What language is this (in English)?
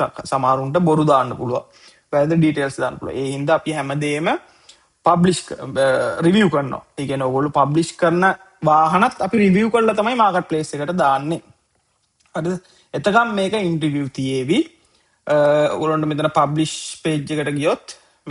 Sinhala